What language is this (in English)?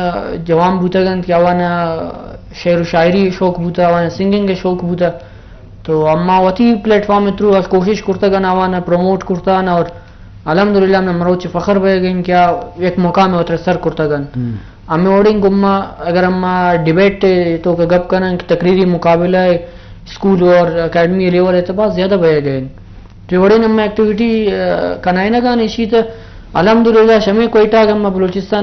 Eastern Balochi